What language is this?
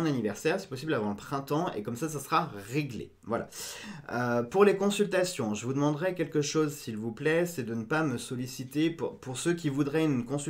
French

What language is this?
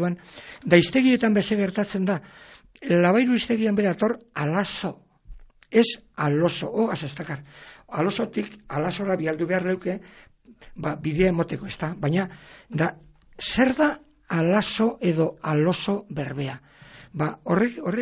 Basque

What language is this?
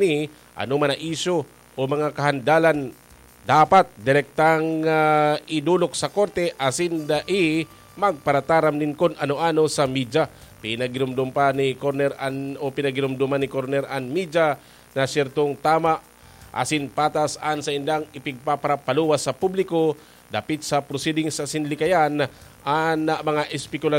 Bikol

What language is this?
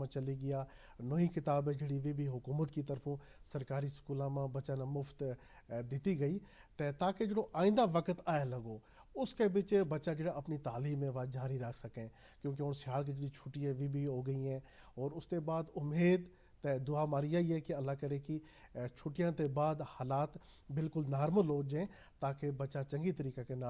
Gujari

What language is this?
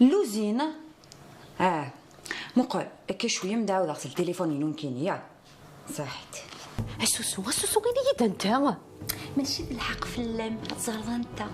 Kabyle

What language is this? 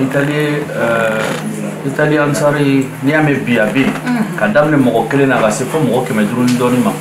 Bambara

